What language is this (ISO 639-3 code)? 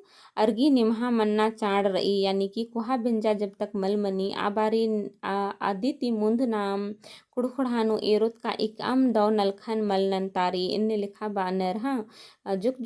kru